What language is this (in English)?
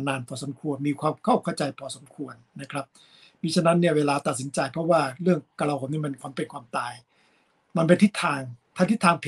Thai